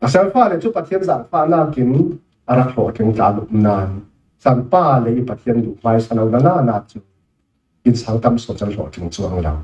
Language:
Falam Chin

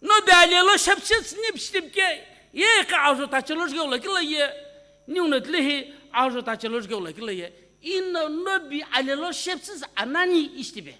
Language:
Sumi Naga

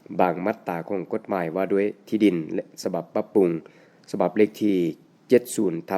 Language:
Lao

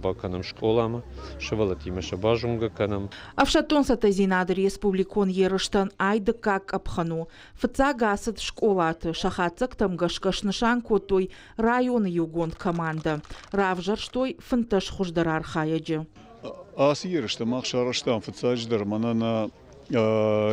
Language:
Ossetic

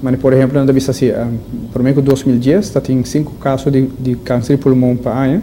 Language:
Papiamento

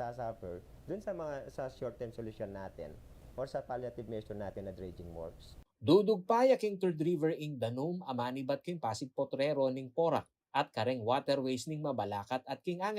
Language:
Pampanga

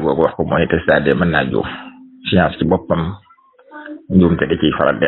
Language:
Wolof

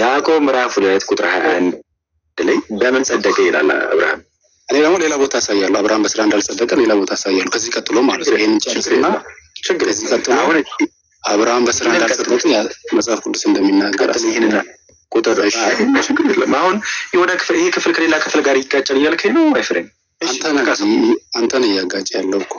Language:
Amharic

